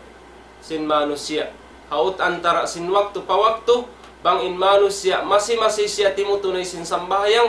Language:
Tausug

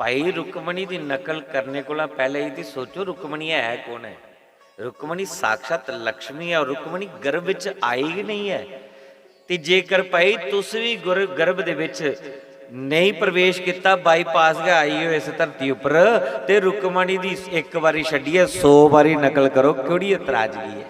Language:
Dogri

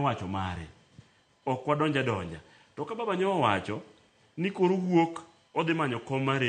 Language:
Luo (Kenya and Tanzania)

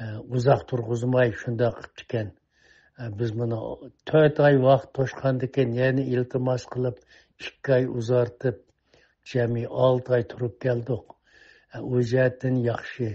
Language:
Uyghur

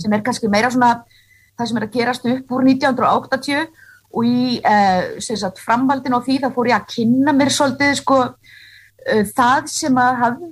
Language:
Icelandic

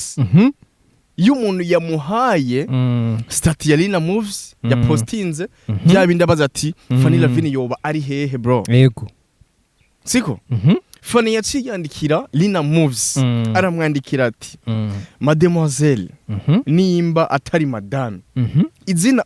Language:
Rundi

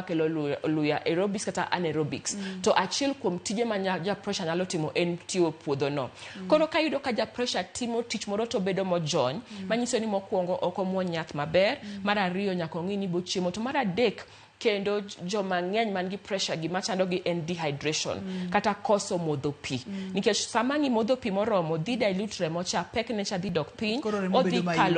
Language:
Luo (Kenya and Tanzania)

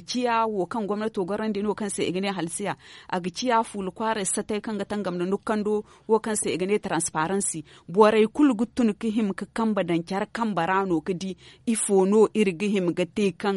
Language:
Zarma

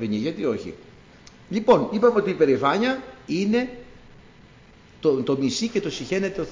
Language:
Greek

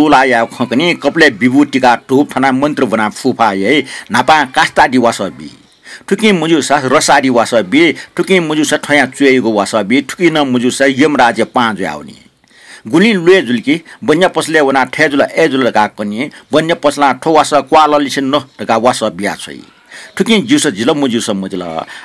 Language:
Newari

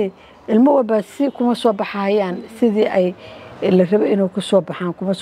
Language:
Somali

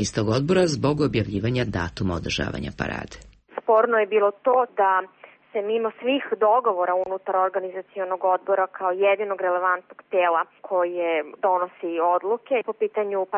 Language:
Serbian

